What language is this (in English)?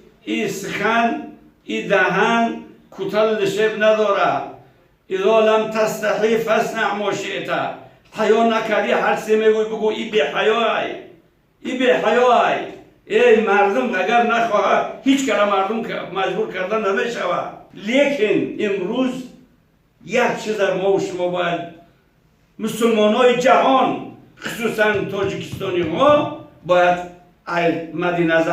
Tajik